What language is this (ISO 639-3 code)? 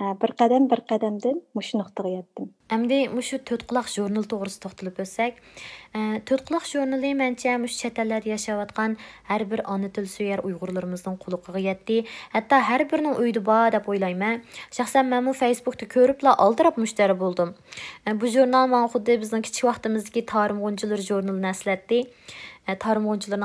uig